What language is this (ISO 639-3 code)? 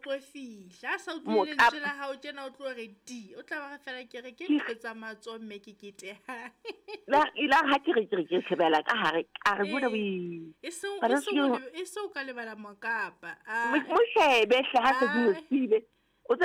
sot